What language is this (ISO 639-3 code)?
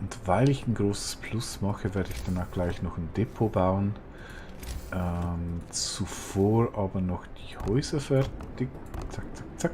gsw